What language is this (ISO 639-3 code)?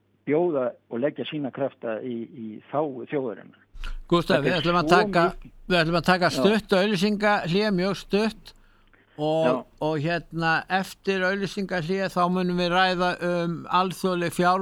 isl